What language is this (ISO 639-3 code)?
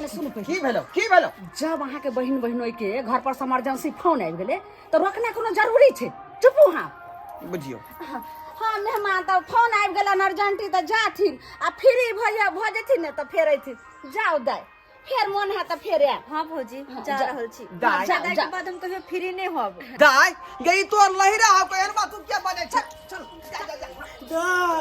mai